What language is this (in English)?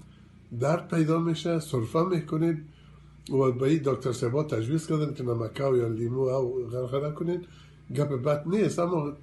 Persian